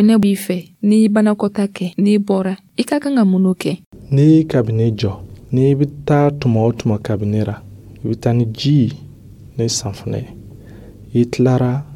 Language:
Dyula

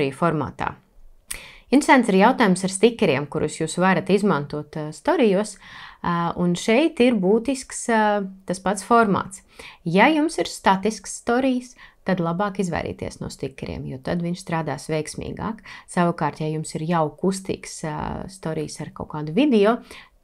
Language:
Latvian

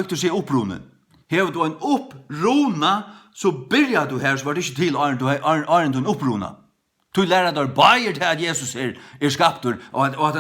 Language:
Faroese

